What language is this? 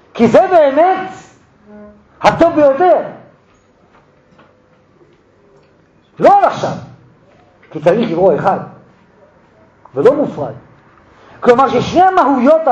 Hebrew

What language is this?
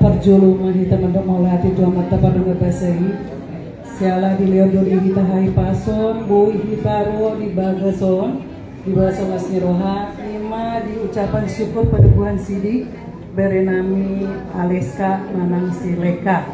Batak Toba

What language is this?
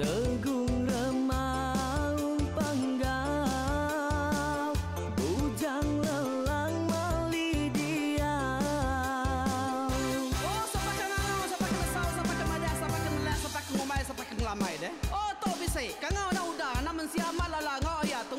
Iban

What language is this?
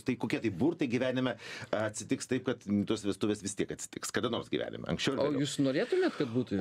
Lithuanian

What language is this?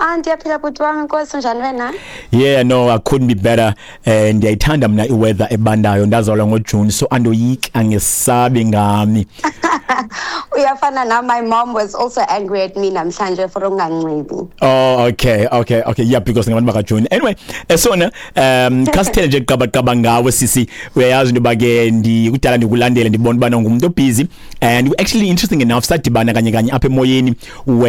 Xhosa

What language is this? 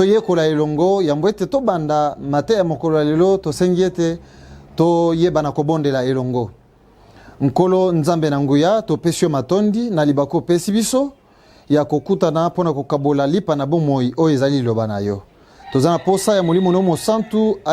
Lingala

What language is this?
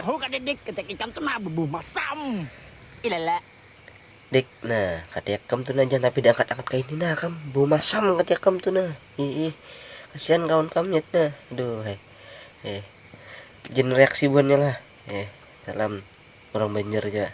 Banjar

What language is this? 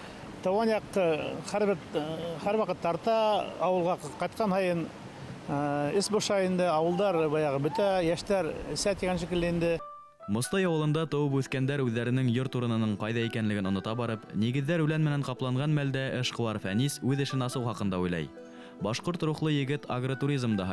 Bashkir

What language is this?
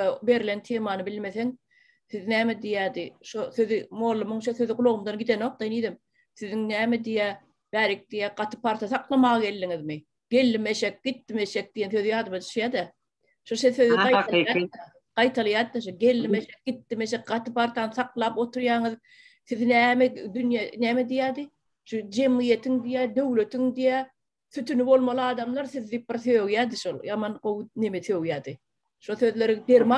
Turkmen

